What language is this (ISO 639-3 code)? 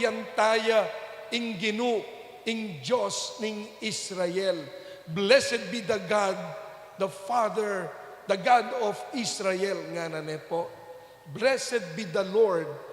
pam